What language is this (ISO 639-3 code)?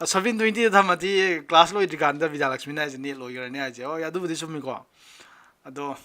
mni